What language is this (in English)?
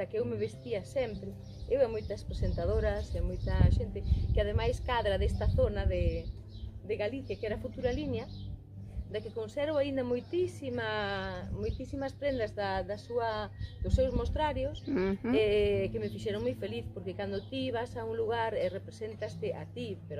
Galician